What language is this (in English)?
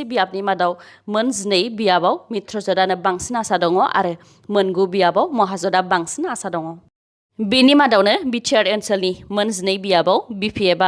Bodo